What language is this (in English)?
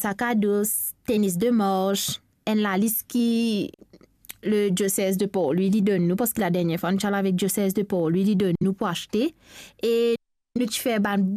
Morisyen